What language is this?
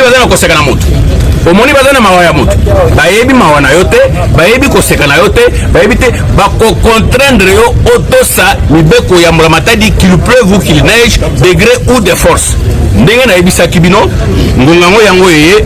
Lingala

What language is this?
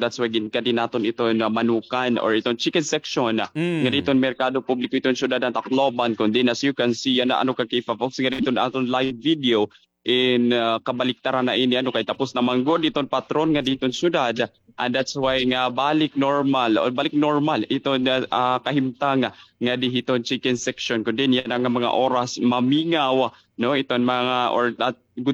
Waray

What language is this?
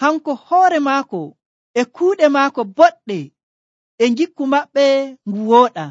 Nigerian Fulfulde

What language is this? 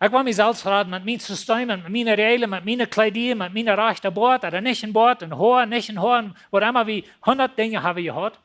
Plautdietsch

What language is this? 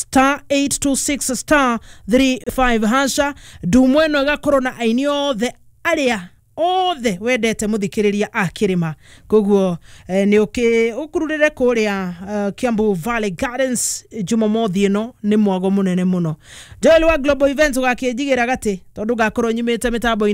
Kikuyu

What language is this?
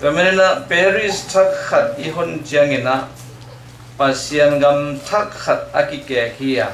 Tedim Chin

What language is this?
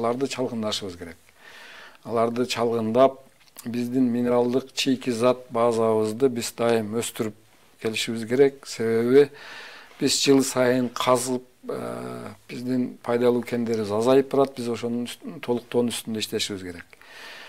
Kyrgyz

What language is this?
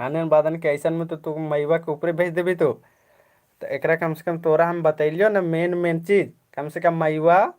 Kurukh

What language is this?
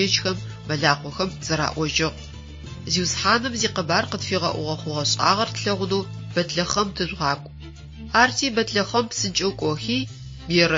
Adyghe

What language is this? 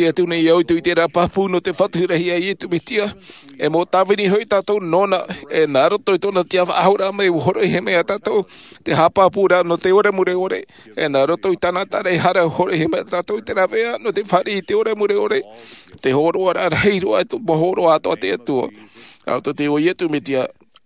Tahitian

